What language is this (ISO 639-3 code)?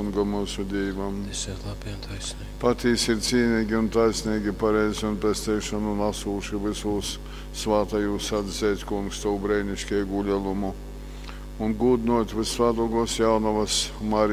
ltg